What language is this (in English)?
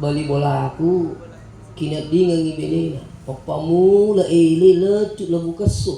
Buginese